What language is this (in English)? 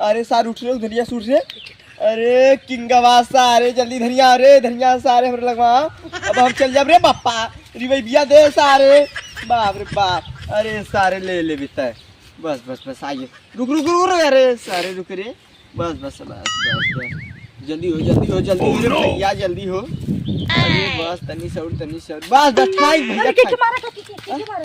Bhojpuri